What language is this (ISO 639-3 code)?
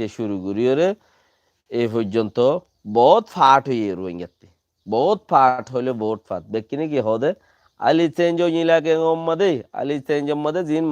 rhg